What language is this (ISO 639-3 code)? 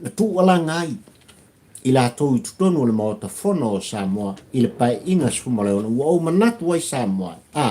smo